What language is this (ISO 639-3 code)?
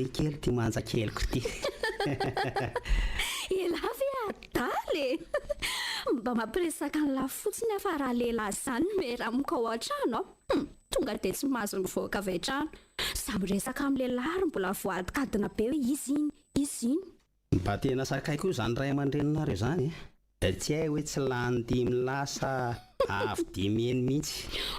mlg